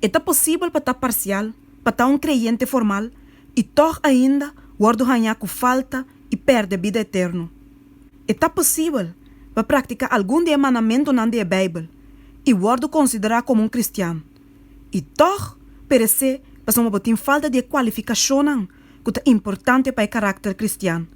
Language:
Papiamento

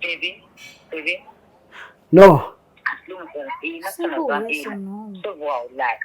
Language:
Zulu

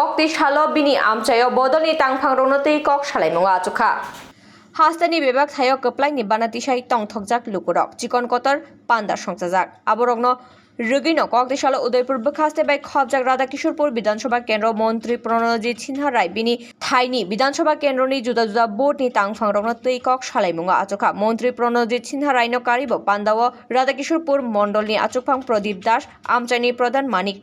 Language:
Kok Borok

